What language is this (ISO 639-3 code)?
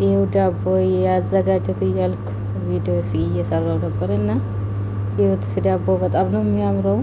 amh